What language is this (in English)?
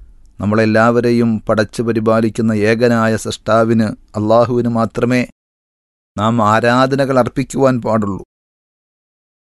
Malayalam